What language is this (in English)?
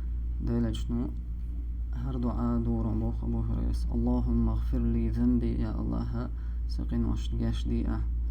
Chechen